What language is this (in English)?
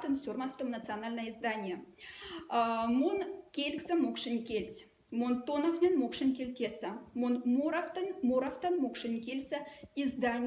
Moksha